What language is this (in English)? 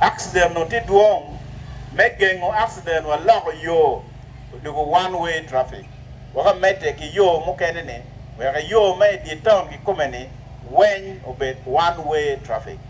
Acoli